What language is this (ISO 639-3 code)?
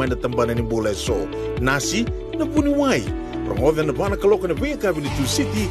fij